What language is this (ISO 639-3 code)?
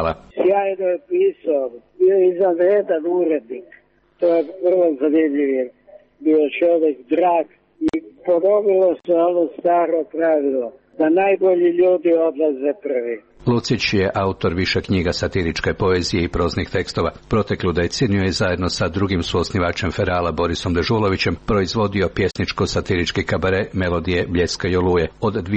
srp